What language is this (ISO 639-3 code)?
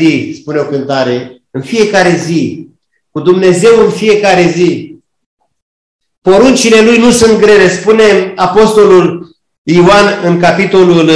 ron